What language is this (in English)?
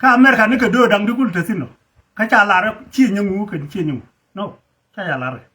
Nuer